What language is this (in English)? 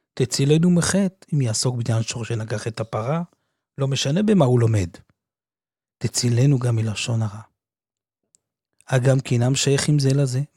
Hebrew